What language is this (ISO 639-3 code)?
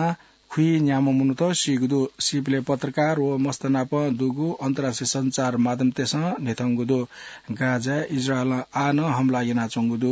new